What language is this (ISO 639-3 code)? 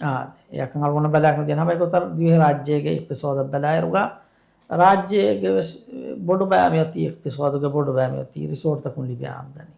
div